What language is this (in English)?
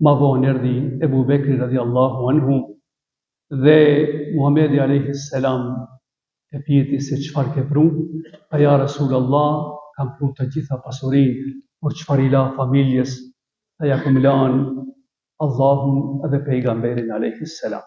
Albanian